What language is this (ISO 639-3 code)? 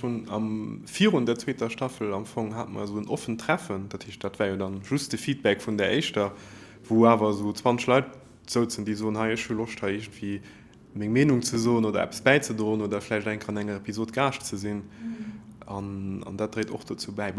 ltz